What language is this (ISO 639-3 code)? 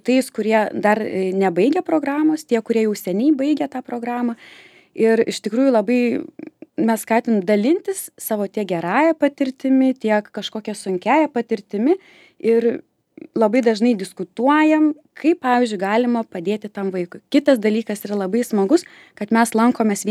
lit